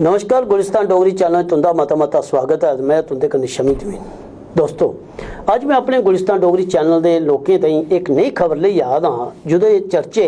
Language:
Dogri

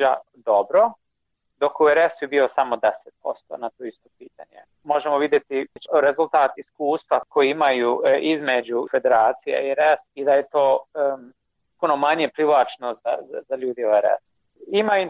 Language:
Bosnian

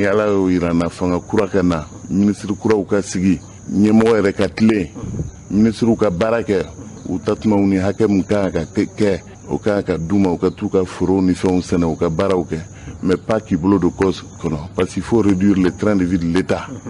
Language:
Bambara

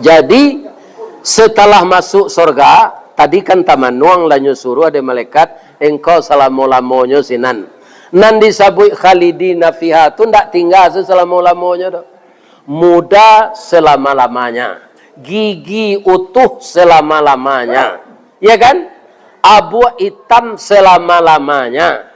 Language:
Minangkabau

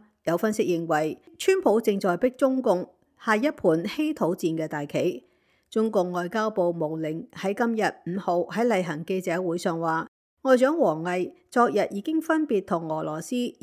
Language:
Cantonese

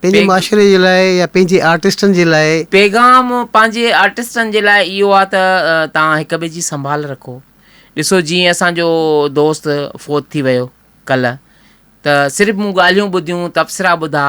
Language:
Sindhi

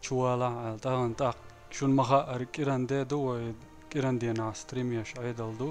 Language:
Chechen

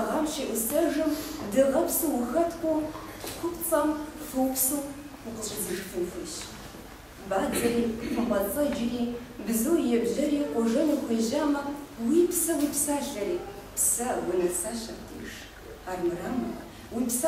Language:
Kabardian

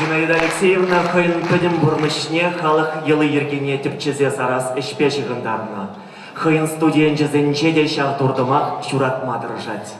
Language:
Chuvash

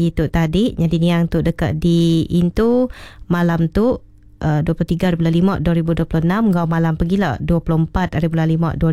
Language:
Iban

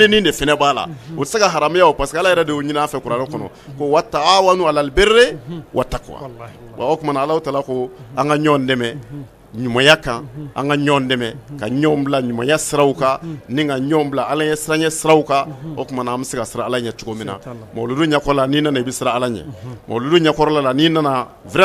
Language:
Bambara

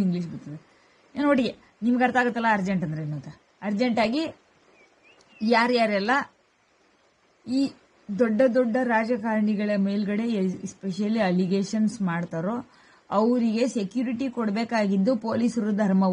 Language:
Kannada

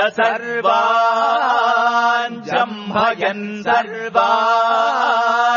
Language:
Sanskrit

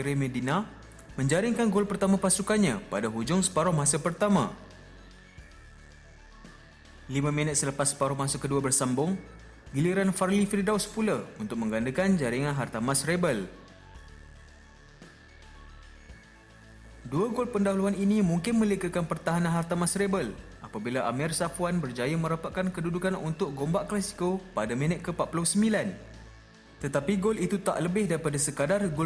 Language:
Malay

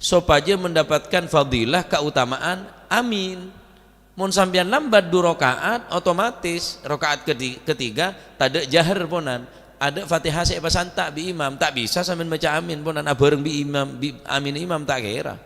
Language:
Madurese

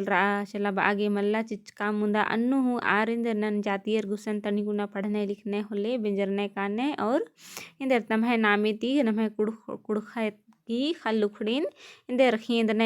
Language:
Kurukh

